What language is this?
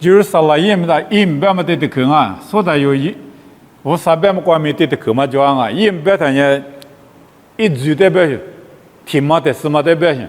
Lisu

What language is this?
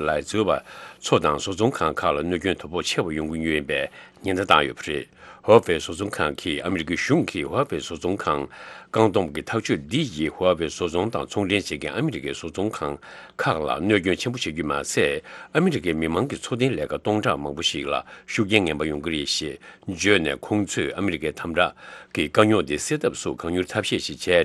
Tibetan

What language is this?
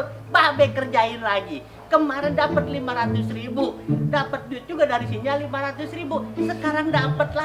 Betawi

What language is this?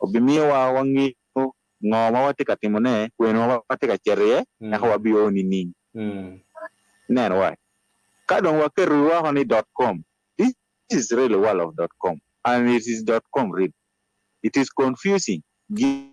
Acoli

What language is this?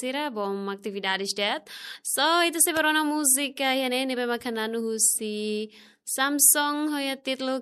Tetum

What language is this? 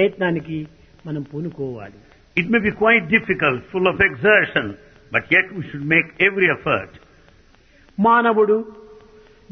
Telugu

